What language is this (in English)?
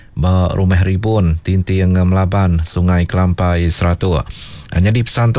Iban